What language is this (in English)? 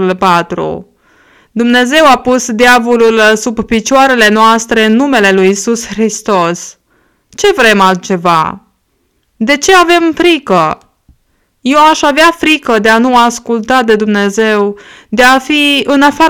Romanian